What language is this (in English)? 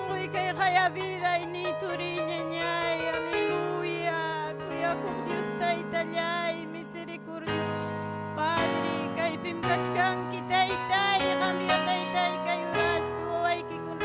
Ayacucho Quechua